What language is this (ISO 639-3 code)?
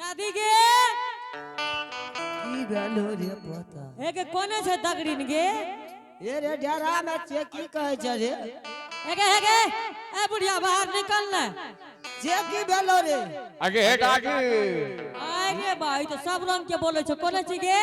anp